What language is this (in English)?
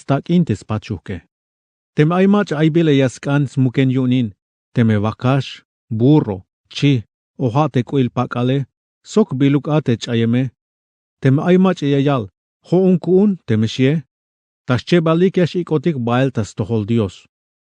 Tzeltal